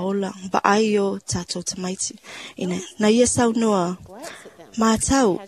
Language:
Samoan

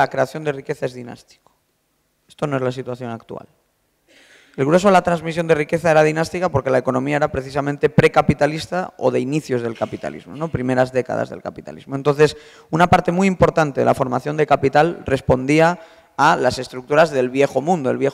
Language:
Spanish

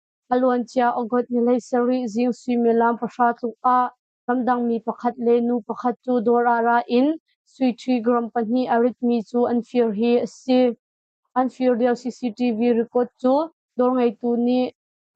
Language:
Hakha Chin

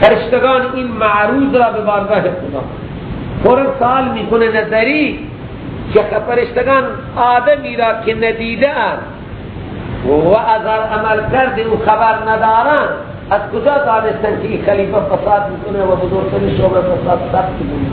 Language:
Persian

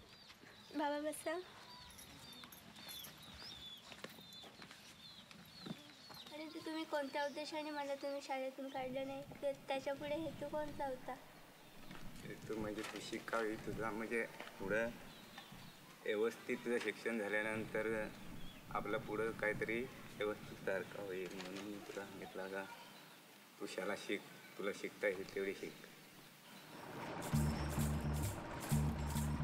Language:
Marathi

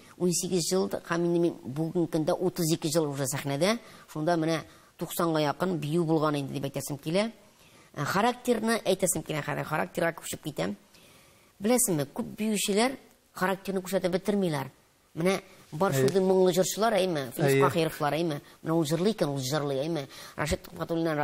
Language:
Tatar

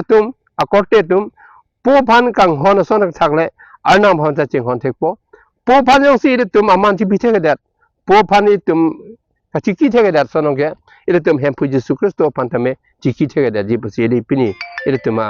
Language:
Karbi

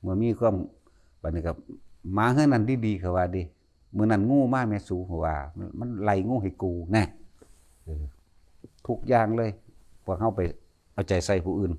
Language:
Northeastern Thai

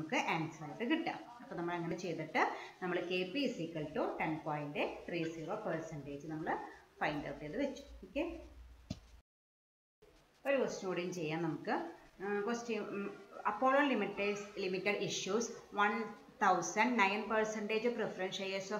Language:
Malayalam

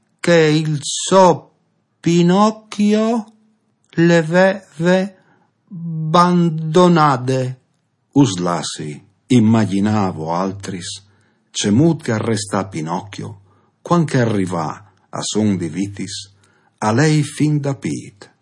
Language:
Friulian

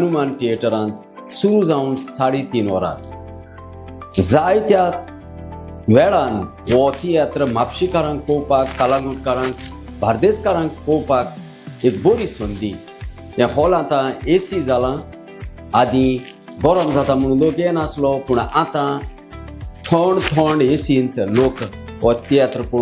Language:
Konkani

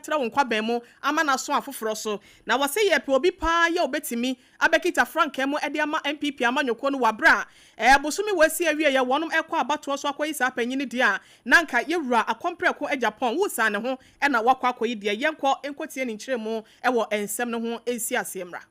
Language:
Akan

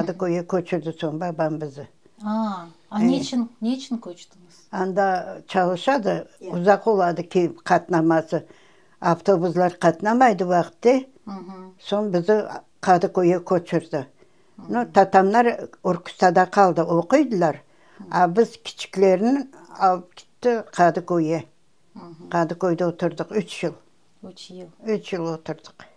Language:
Crimean Tatar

